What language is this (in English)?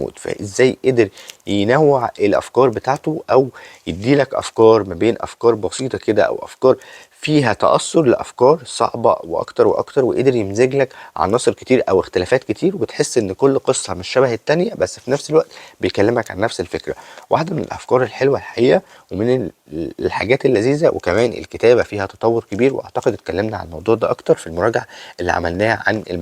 Egyptian Arabic